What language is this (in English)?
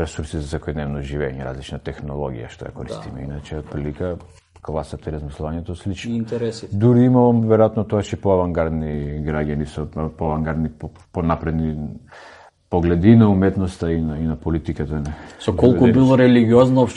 Macedonian